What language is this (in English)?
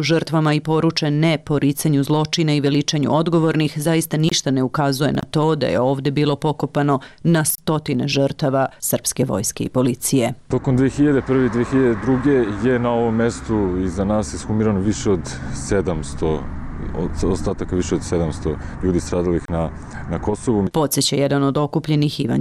Serbian